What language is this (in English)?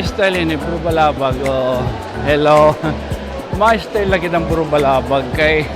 Waray